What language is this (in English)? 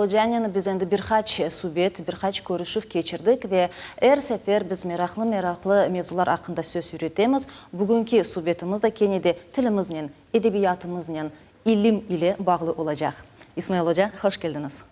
Crimean Tatar